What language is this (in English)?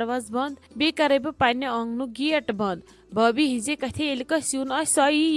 Kashmiri